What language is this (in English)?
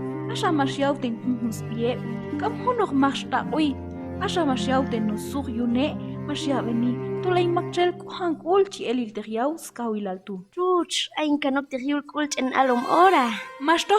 Q'anjob'al